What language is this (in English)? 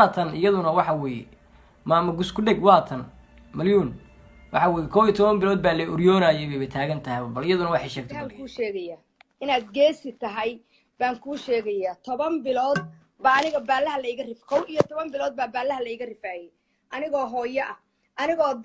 Somali